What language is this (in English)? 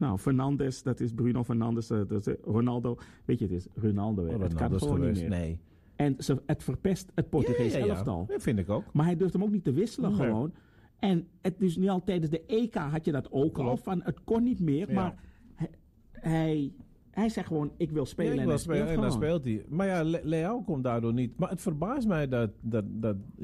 Dutch